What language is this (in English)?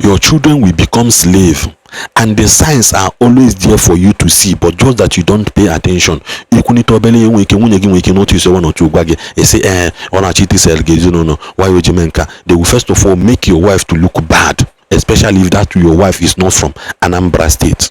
Igbo